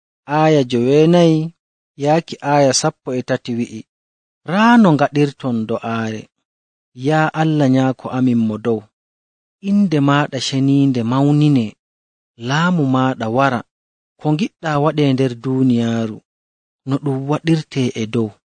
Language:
Nigerian Fulfulde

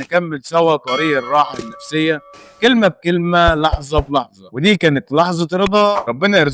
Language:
Egyptian Arabic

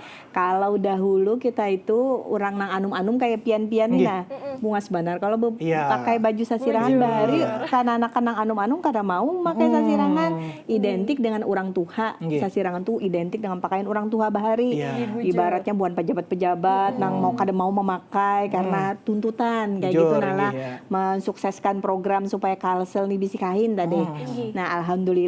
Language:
Banjar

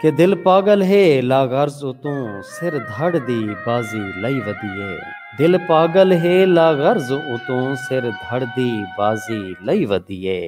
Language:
Saraiki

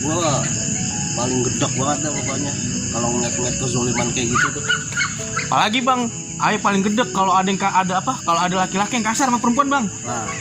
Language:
Betawi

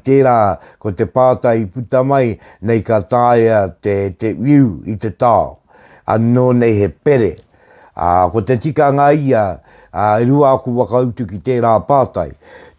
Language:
Māori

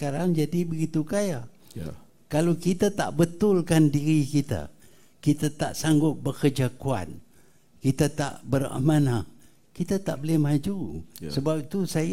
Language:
Malay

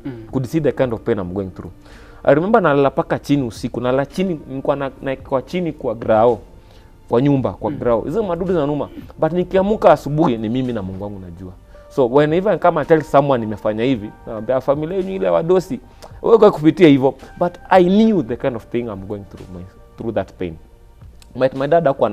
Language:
Swahili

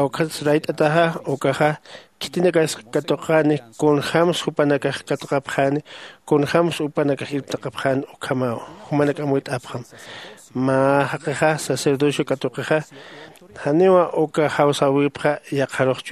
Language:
Aymara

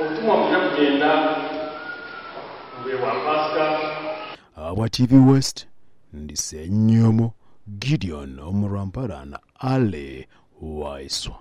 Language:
Nyankole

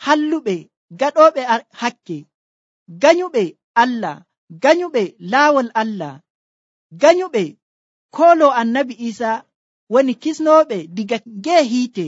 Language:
Nigerian Fulfulde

